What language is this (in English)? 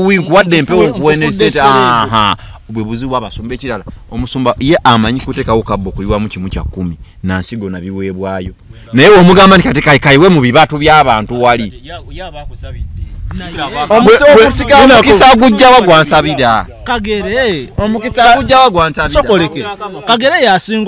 Ganda